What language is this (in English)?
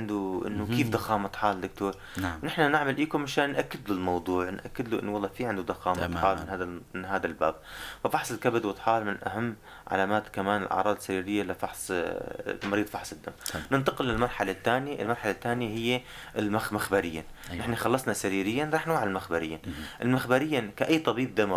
North Levantine Arabic